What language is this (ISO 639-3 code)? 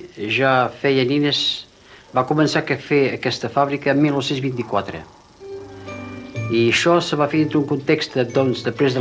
cat